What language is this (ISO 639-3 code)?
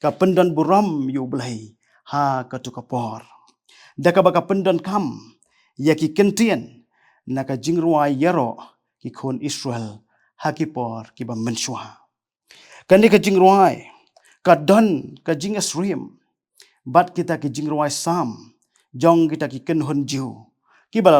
kha